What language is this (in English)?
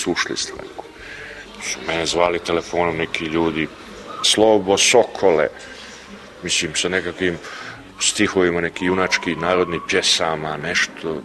Serbian